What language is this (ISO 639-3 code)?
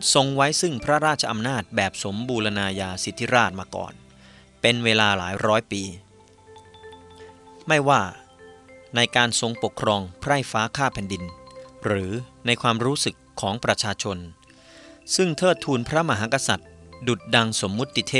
tha